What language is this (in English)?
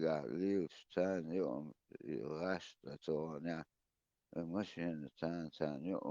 Chechen